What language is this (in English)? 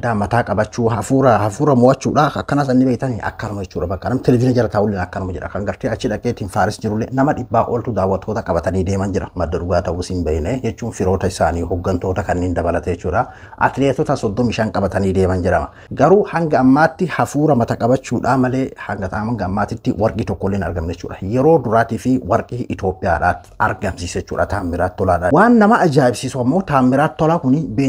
Oromo